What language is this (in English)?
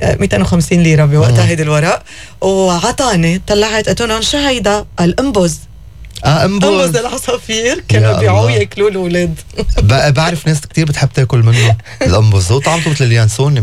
North Levantine Arabic